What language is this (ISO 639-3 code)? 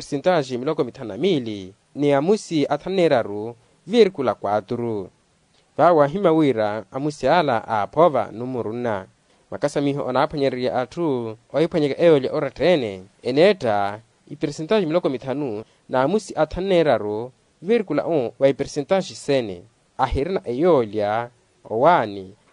vmw